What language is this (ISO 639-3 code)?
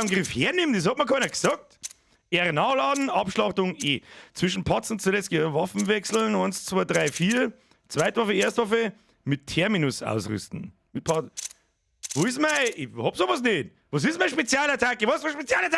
bar